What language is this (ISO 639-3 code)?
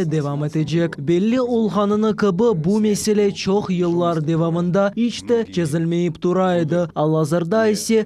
crh